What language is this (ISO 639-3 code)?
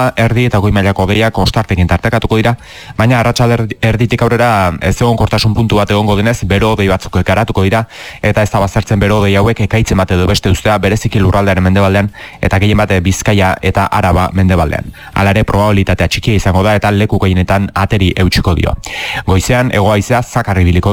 eus